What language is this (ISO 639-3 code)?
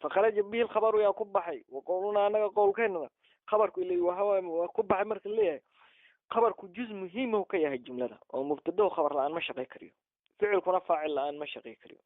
som